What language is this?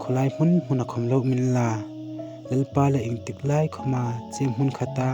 Hmar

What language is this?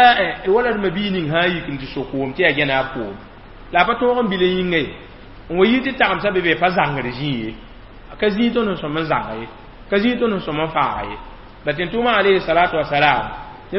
Mossi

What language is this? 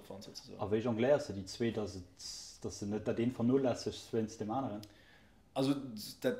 Luxembourgish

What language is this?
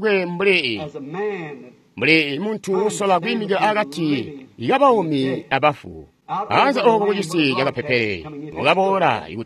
Tonga (Zambia)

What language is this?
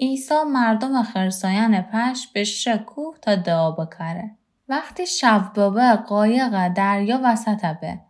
Gilaki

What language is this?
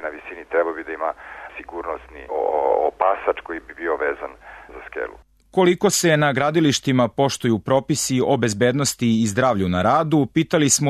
Serbian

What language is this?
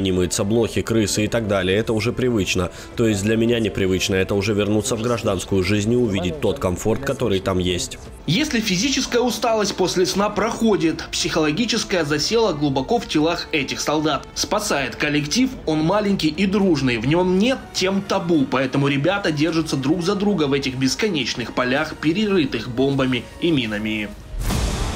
Russian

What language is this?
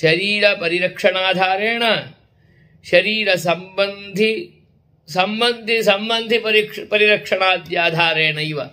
Sanskrit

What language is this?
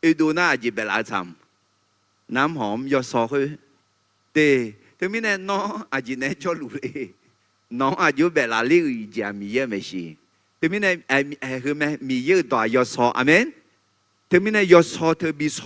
Akha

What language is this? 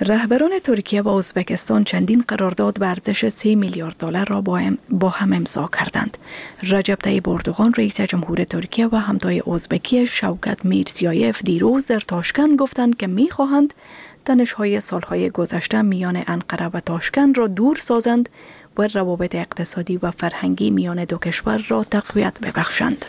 Persian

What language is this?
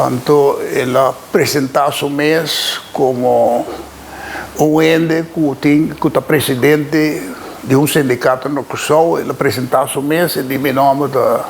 Papiamento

